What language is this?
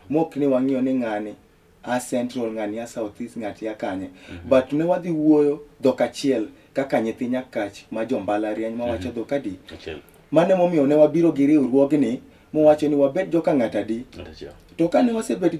Luo (Kenya and Tanzania)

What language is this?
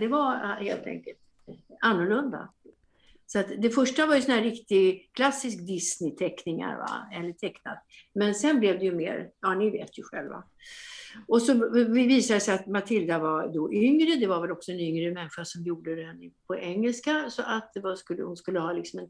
Swedish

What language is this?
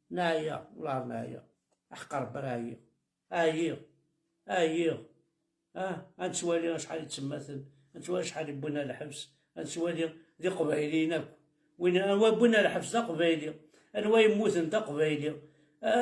Kabyle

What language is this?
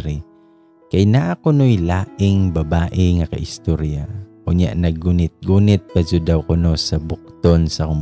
Cebuano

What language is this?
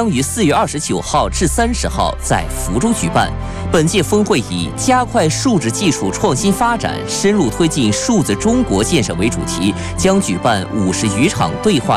Chinese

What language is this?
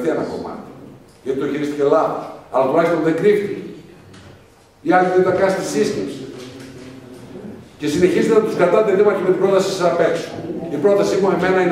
Greek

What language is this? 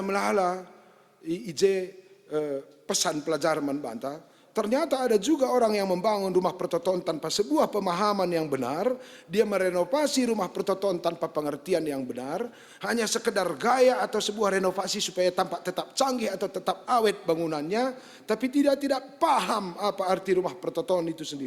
Batak Karo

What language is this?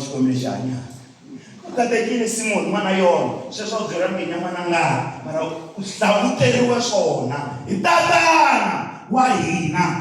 Tsonga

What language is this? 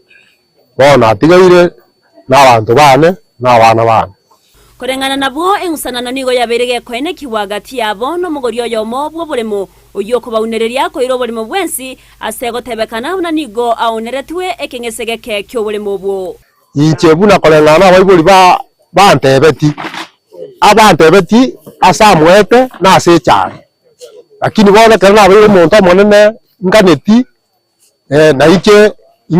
Gusii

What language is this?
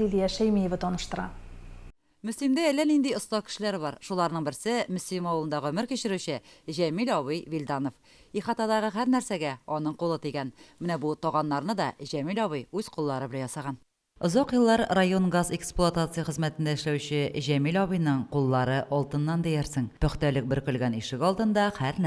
Tatar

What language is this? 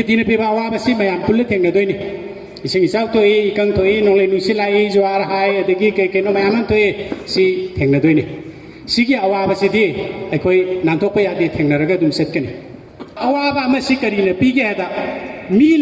Manipuri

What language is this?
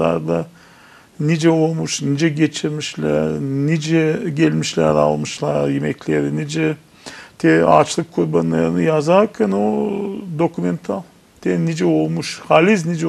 Gagauz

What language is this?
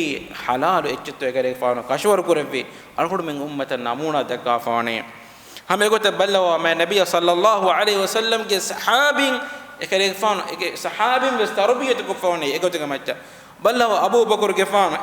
Divehi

